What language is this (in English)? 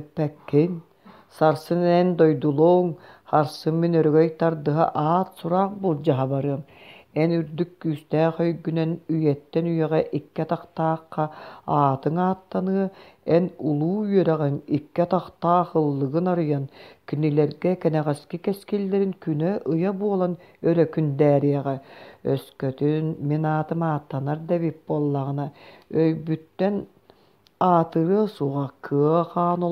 Yakut